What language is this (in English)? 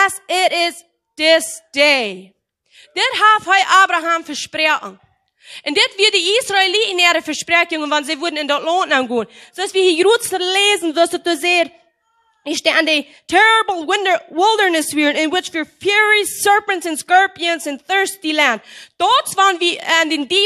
Plautdietsch